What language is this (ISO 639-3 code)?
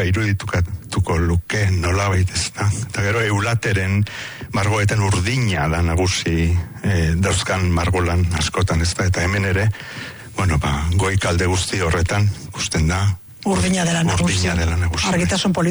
eus